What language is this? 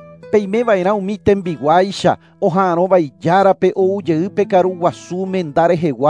Guarani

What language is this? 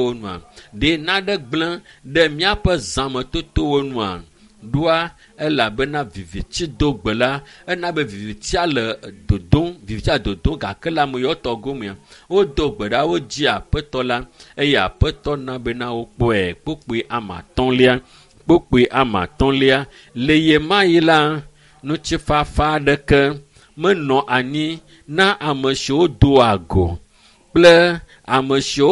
Ewe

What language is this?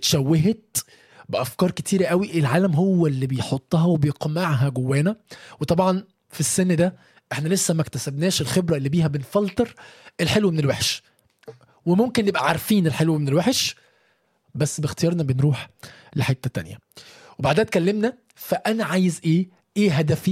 Egyptian Arabic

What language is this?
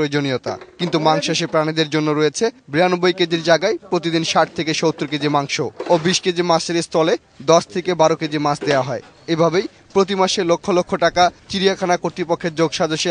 Bangla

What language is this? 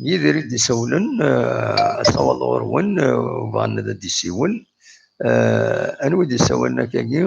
Kabyle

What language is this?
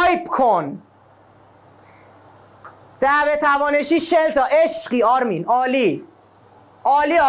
Persian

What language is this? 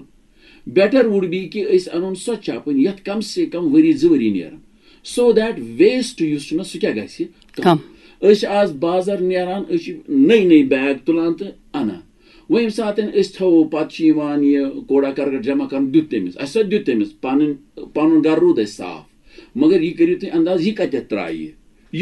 Kashmiri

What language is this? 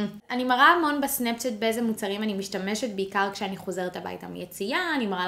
Hebrew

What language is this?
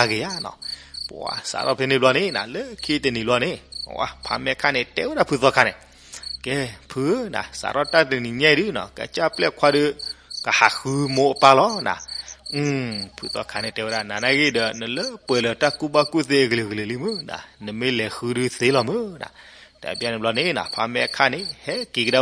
S'gaw Karen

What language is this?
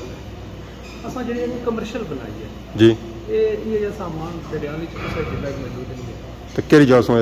Pahari-Potwari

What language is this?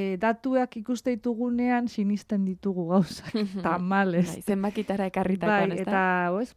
Basque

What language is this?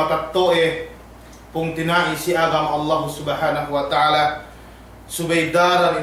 Yakan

